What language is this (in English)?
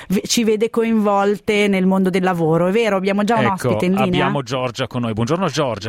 Italian